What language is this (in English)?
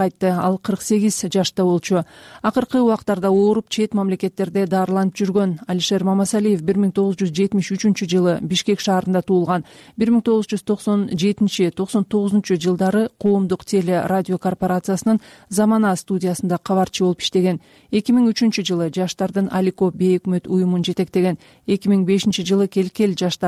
Kyrgyz